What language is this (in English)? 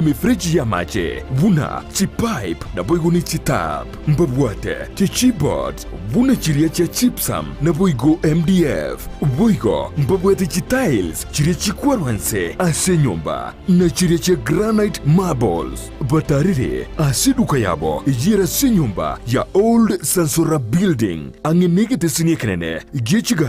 Gusii